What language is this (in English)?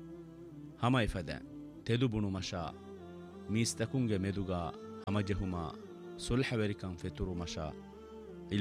Divehi